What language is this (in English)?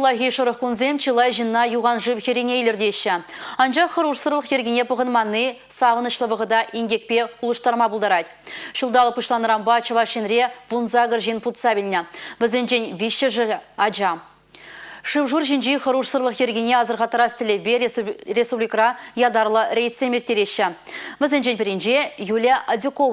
Chuvash